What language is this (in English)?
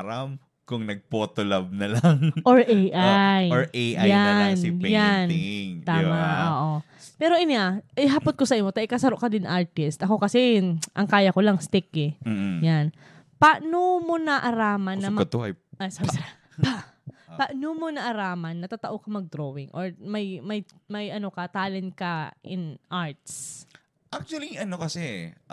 Bikol